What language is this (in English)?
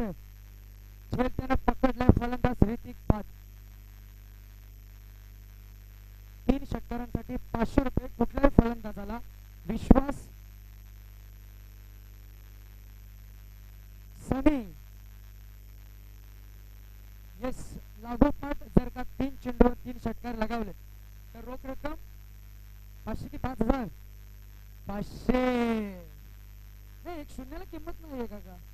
Marathi